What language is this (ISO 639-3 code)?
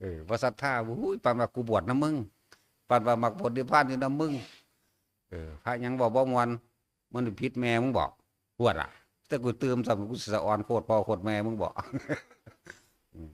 tts